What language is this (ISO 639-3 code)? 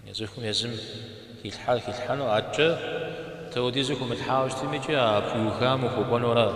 kbd